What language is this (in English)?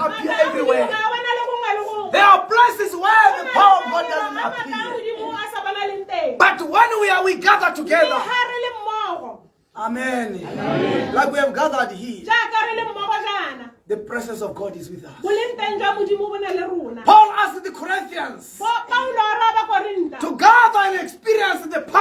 Tswana